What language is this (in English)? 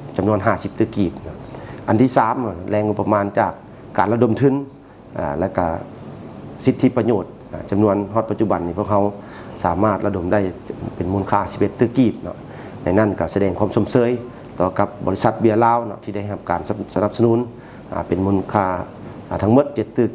Lao